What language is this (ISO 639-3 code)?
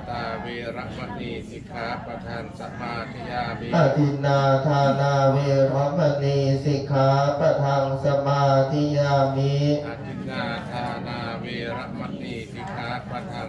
pli